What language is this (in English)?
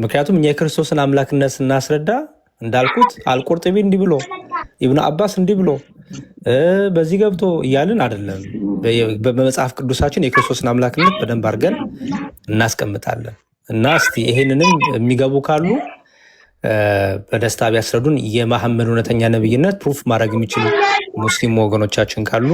Amharic